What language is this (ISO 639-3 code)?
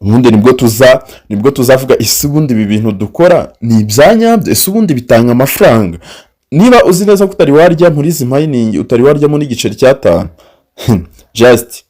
kin